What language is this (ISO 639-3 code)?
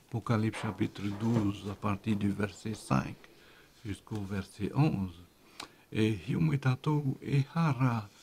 tah